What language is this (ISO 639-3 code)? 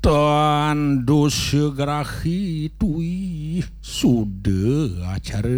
ban